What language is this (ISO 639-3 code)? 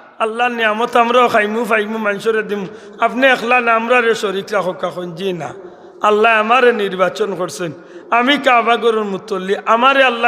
syl